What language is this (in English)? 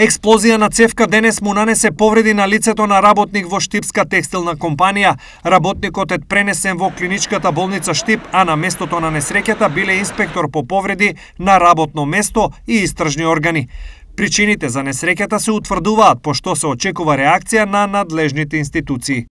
Macedonian